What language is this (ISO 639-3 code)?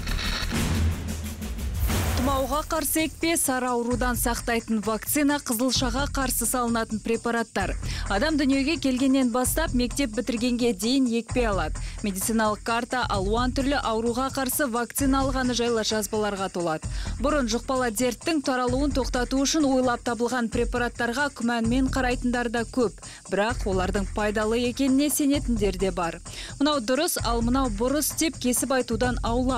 kaz